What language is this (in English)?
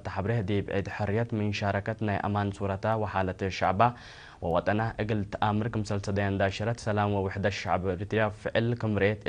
Tigre